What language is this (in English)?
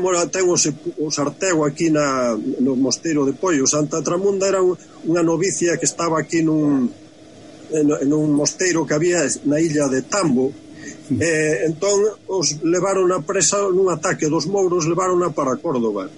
Galician